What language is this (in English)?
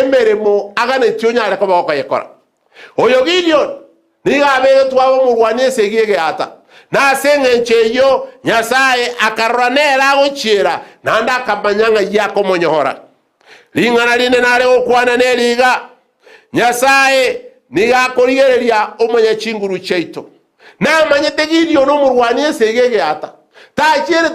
Gusii